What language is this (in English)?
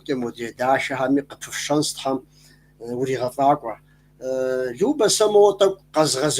Kabardian